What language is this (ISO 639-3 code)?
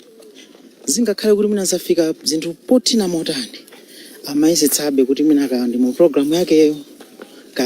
nya